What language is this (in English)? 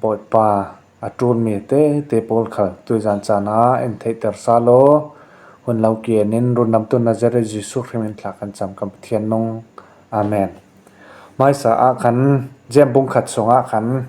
Falam Chin